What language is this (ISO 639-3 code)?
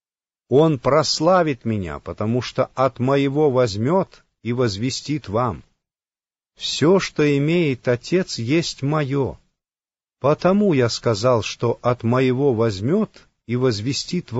rus